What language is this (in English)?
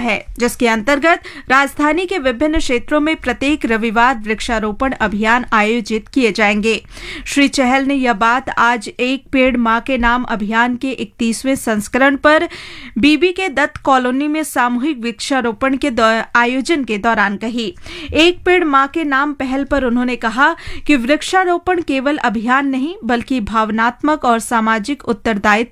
Hindi